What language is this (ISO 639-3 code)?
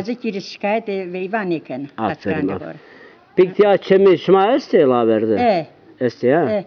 zza